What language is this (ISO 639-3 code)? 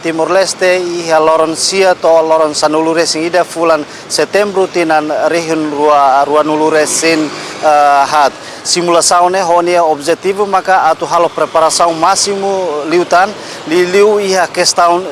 tet